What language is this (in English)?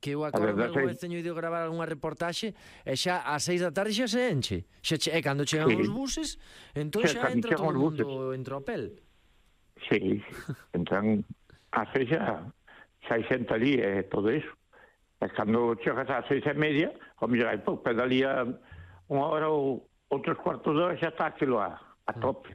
Galician